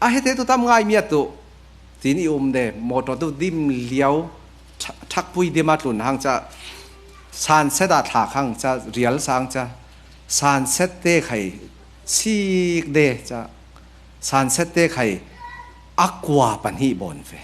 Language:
Falam Chin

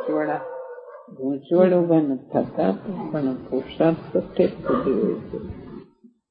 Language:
Gujarati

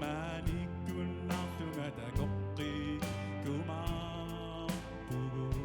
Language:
Kalaallisut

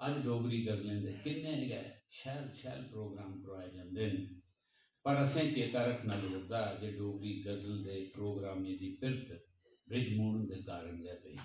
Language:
Dogri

